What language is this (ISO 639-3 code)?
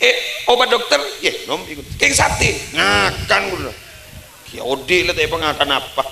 mad